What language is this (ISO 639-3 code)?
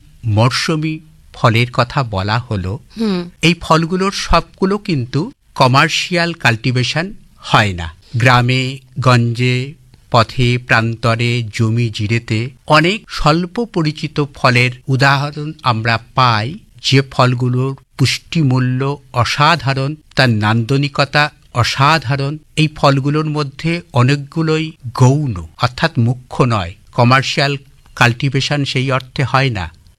ben